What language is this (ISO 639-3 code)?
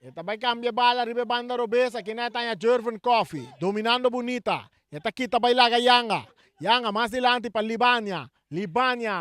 pap